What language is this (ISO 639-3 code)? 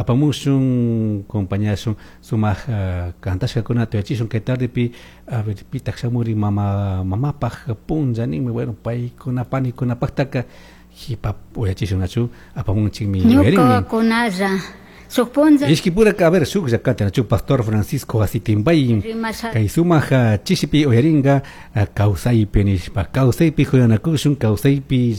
qug